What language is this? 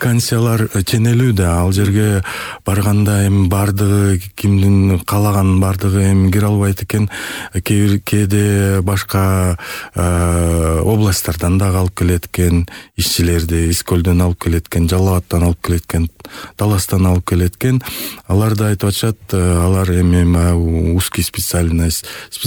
Kyrgyz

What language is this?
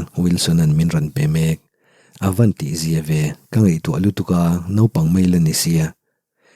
Mizo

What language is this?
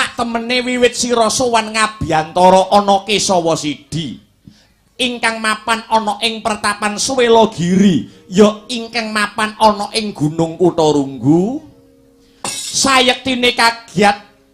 Javanese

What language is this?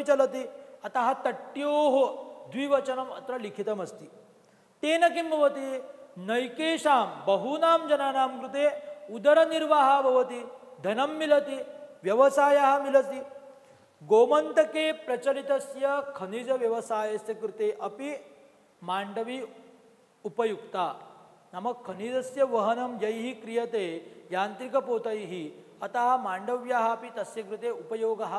Sanskrit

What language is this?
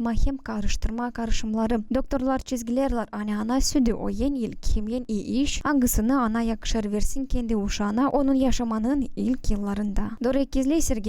Gagauz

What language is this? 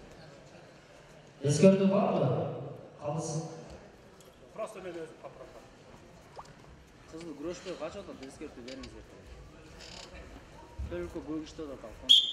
Kazakh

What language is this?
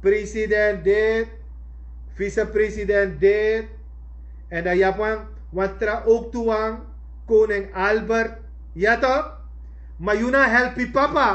Sranan Tongo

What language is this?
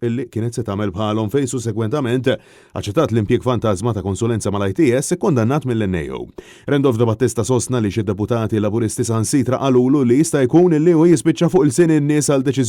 Maltese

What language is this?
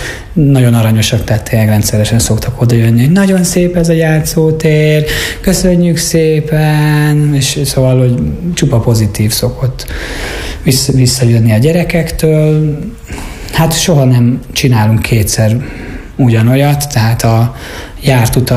Hungarian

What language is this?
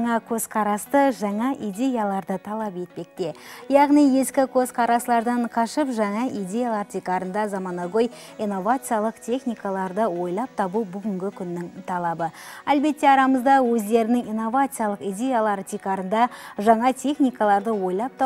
Kara-Kalpak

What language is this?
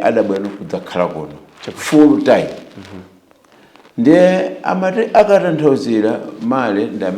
Nyanja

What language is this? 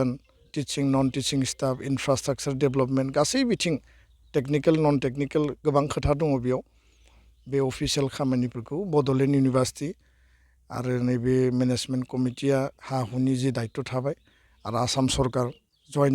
Bodo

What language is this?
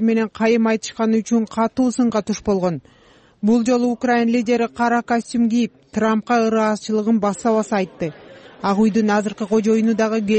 Kyrgyz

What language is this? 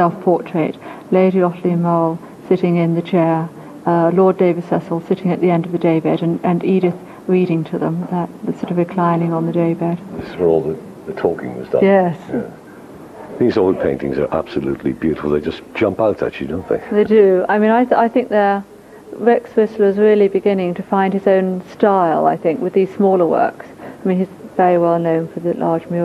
English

